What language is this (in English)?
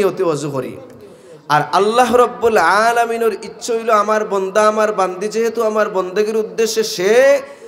Sylheti